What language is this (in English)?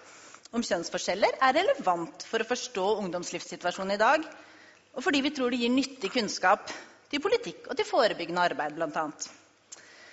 Norwegian